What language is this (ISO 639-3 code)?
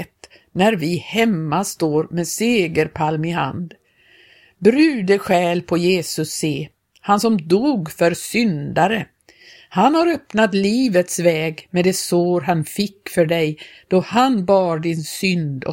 swe